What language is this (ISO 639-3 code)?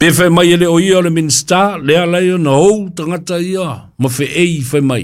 smo